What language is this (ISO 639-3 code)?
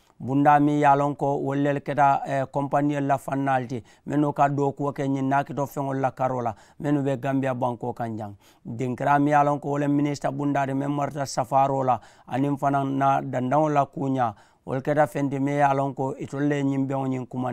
man